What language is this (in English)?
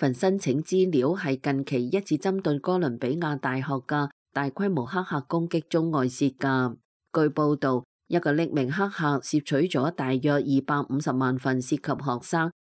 Cantonese